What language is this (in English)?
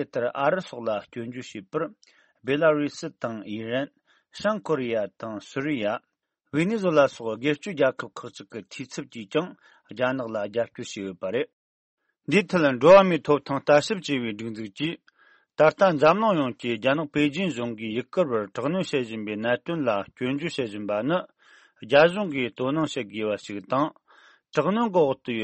Tibetan